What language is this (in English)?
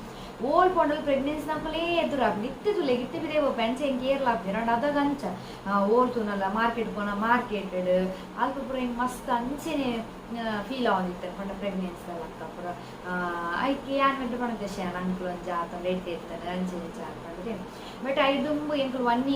Tulu